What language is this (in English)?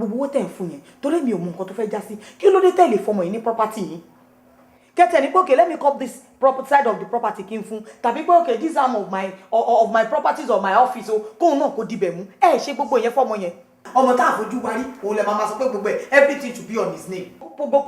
Yoruba